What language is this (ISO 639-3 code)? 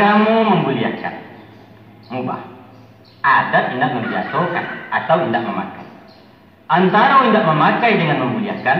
min